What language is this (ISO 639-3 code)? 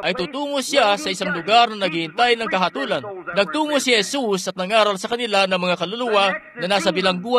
fil